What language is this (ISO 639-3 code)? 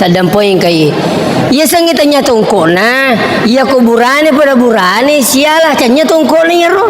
bug